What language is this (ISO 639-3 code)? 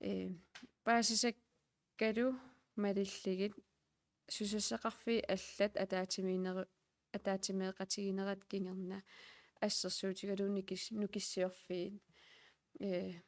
kal